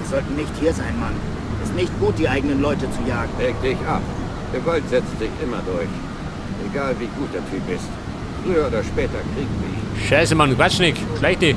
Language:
Bavarian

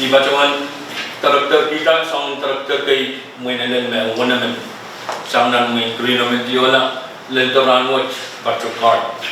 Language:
Pohnpeian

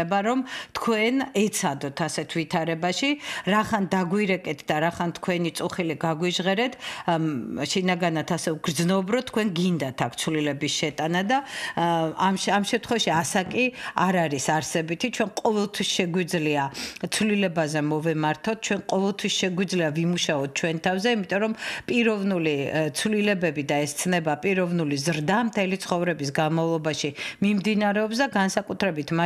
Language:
Georgian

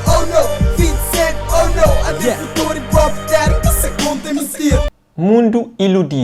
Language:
Kabuverdianu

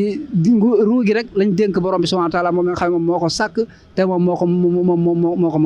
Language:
Wolof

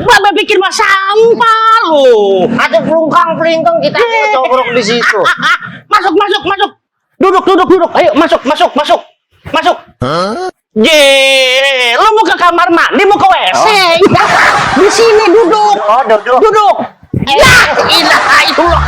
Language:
Betawi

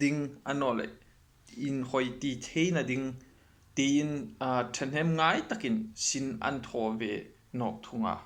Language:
Hmar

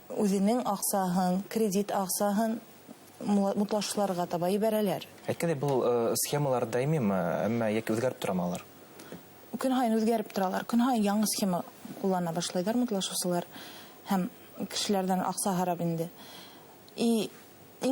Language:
Bashkir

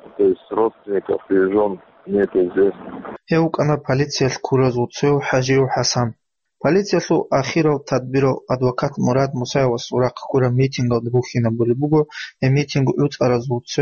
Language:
Avaric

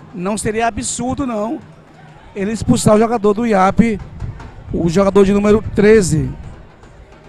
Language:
Portuguese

